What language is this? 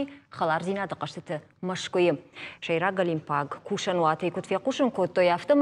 Ossetic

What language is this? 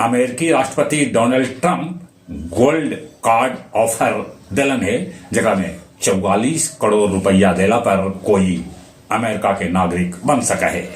Magahi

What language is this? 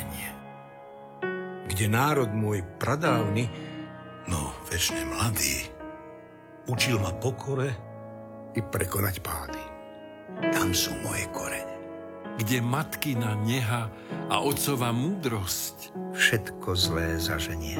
Slovak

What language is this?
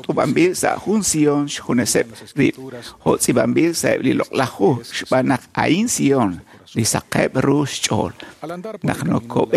Kekchí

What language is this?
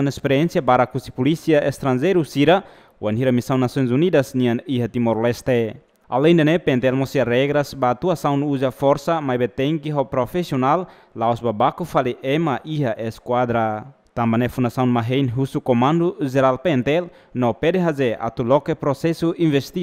Tetum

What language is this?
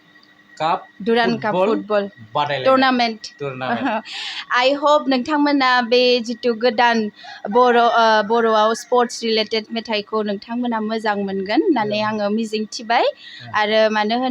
Bodo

